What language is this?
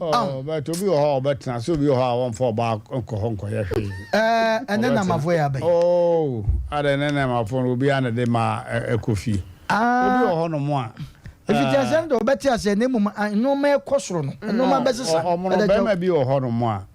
Akan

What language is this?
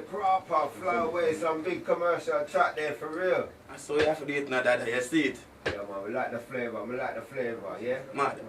Jamaican Creole English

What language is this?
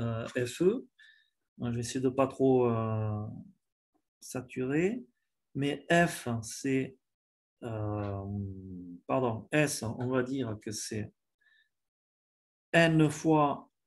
French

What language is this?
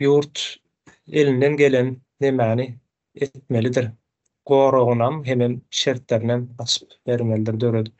Turkmen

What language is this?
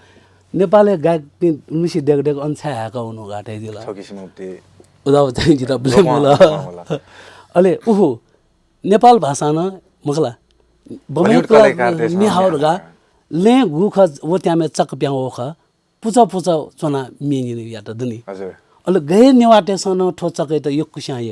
Newari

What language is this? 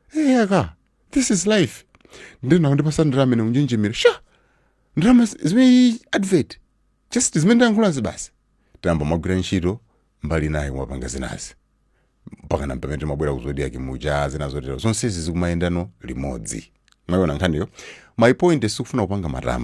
Nyanja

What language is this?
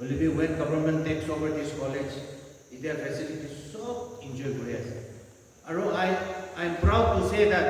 Naga Pidgin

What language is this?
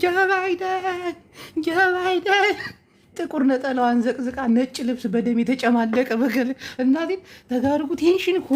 Amharic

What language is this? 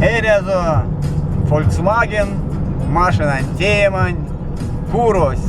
Erzya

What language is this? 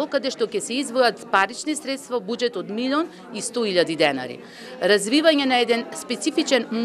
Macedonian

